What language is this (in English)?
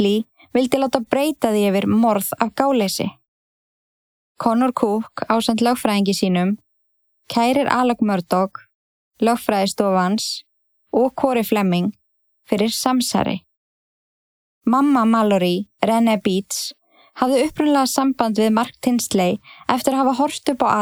Icelandic